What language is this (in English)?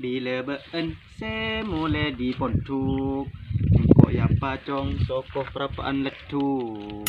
Madurese